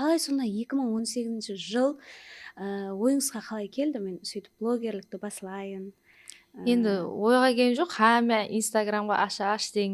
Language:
Kara-Kalpak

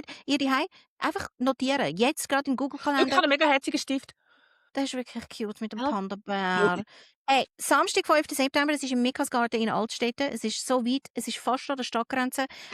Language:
Swiss German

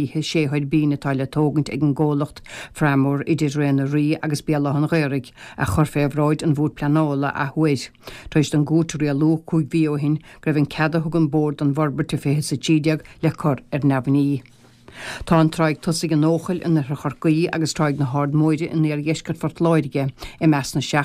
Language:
Irish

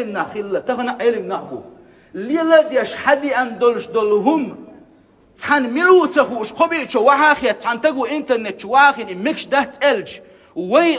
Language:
Chechen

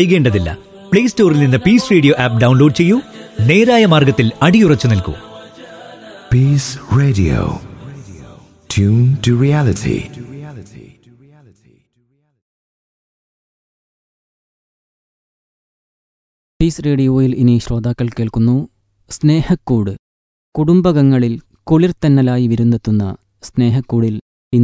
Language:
Malayalam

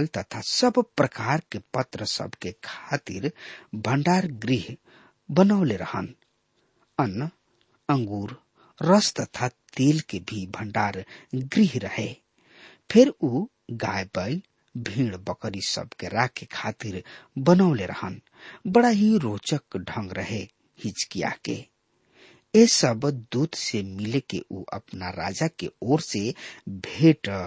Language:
Bhojpuri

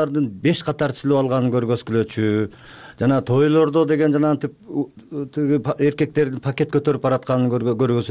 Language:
Kyrgyz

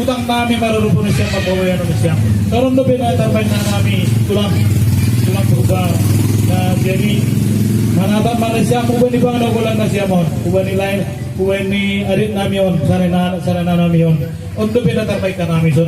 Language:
Batak Simalungun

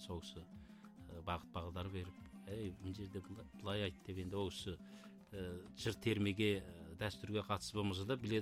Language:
Kazakh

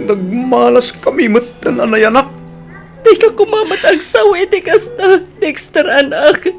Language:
Iloko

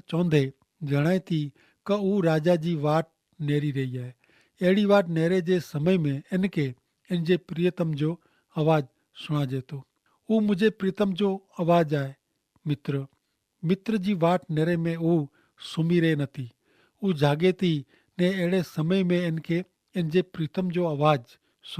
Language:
Kachhi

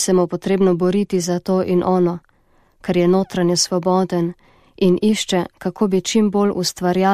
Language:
Slovenian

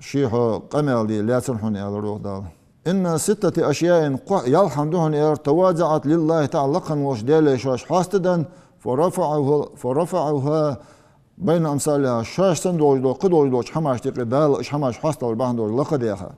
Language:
Ingush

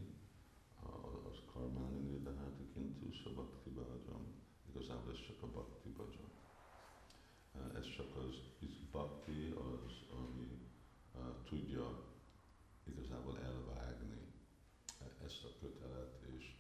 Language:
Hungarian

